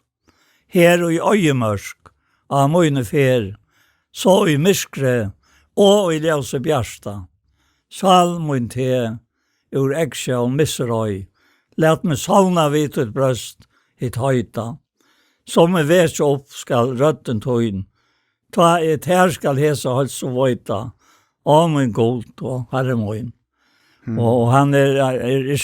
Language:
Faroese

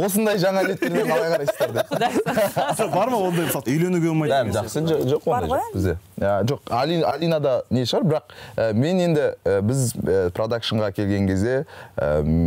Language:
Kazakh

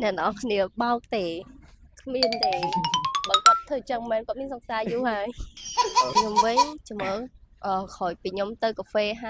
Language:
Khmer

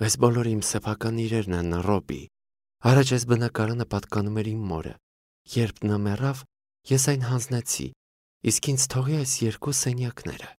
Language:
Armenian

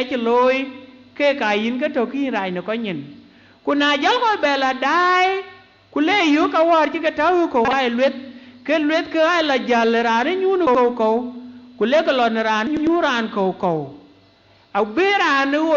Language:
Dinka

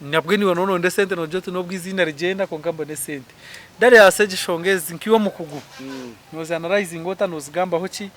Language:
Nyankole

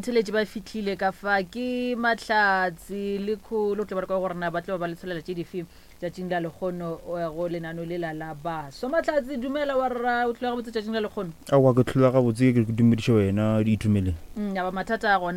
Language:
Northern Sotho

